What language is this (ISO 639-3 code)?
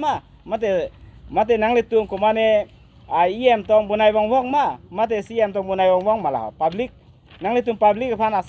mjw